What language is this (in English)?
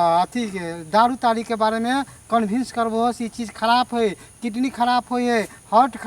Maithili